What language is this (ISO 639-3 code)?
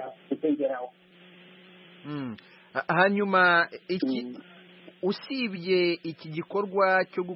kin